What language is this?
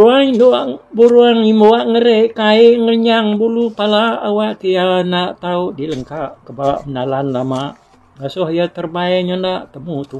Iban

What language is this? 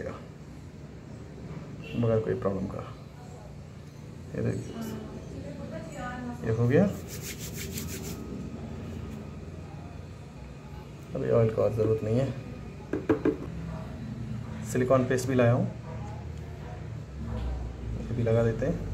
Hindi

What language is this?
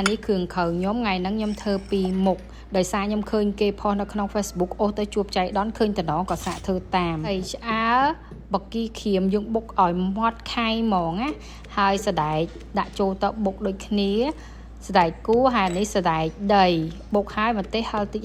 Khmer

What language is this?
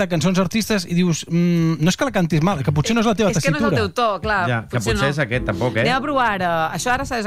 Catalan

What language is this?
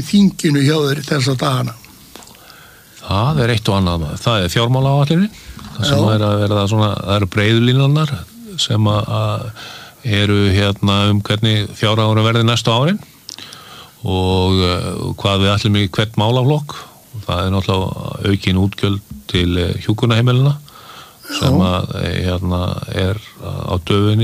Icelandic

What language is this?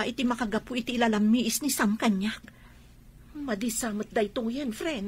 Iloko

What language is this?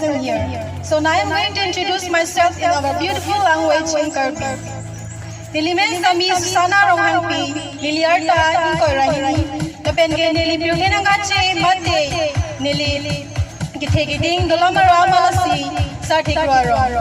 Karbi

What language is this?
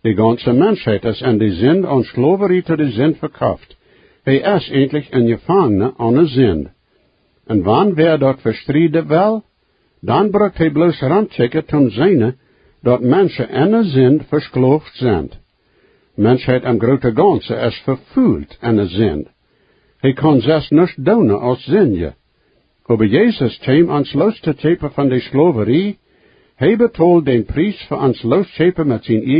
Plautdietsch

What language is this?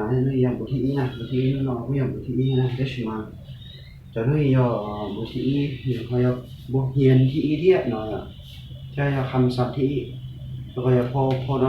Hmong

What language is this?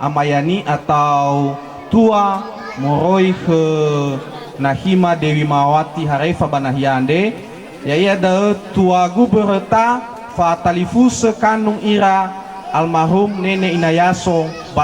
Nias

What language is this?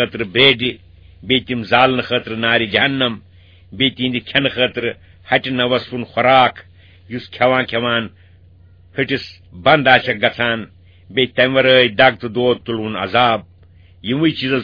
Kashmiri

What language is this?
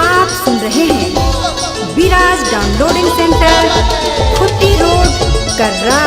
Sadri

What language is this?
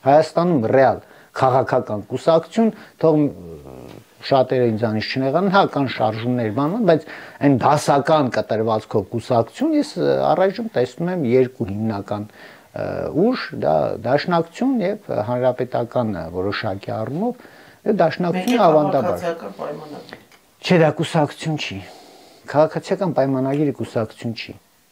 Armenian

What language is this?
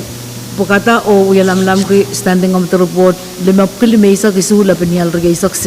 Pohnpeian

